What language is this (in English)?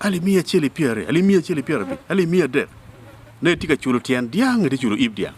Acoli